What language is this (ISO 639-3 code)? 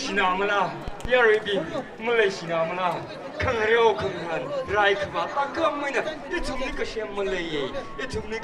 nmf